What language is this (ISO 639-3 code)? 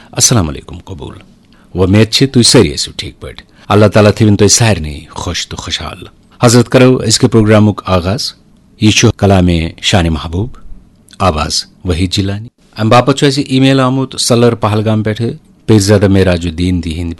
kas